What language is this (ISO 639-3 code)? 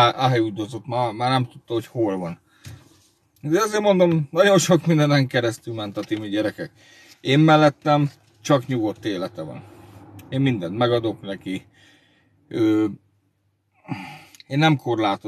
hun